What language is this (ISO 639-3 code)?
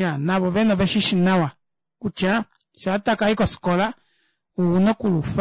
kua